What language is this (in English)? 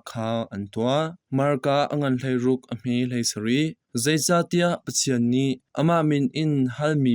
Hakha Chin